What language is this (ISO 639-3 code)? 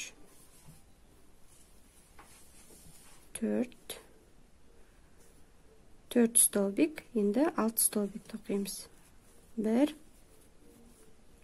kaz